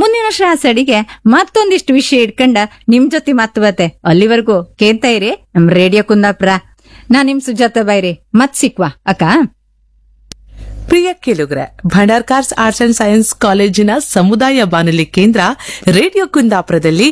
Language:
Kannada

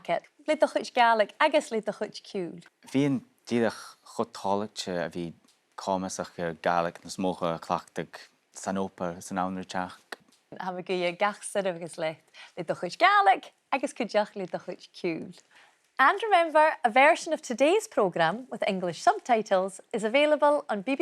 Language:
Scottish Gaelic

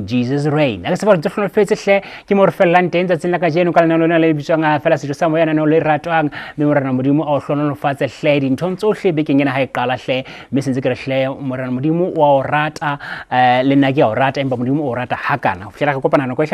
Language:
Southern Sotho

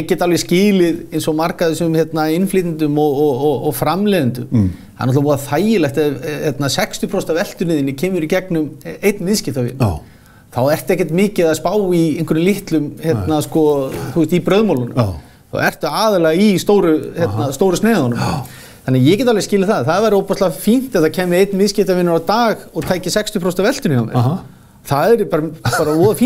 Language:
Icelandic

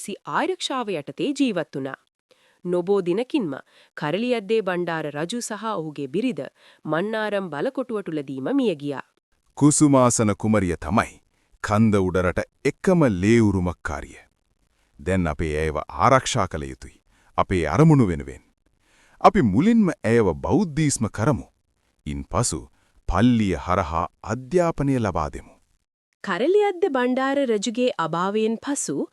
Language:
Sinhala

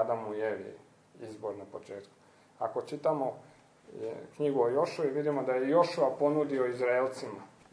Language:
Croatian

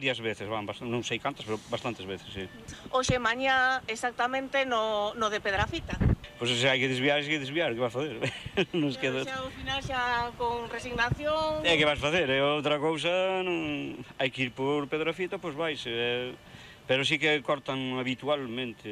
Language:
Galician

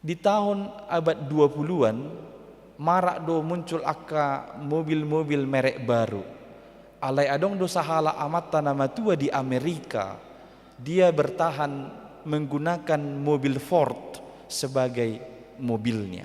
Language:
Batak Toba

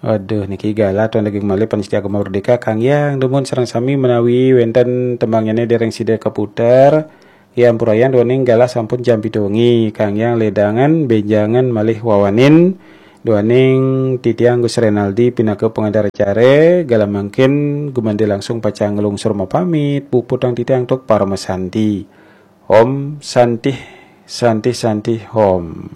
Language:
Balinese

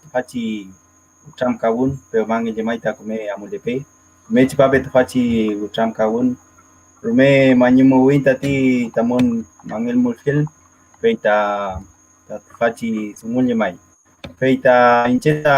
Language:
Mapuche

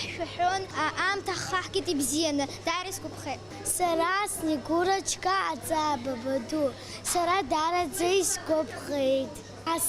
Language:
Abkhazian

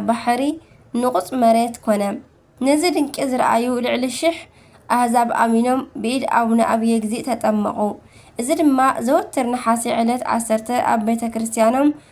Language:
Tigrinya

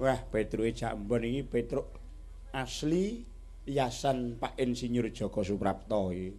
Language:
Javanese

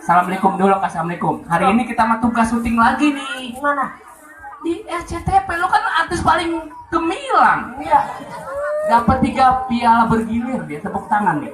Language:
Betawi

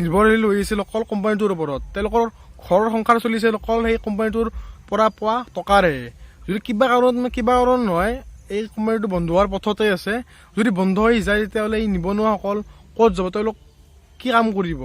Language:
Assamese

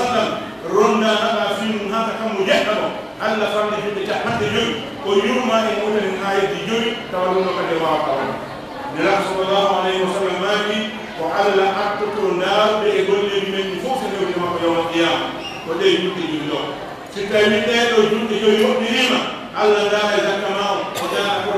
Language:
Pular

